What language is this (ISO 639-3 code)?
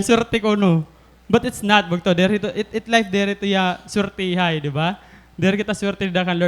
war